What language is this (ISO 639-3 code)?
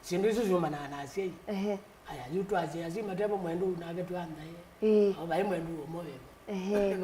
kam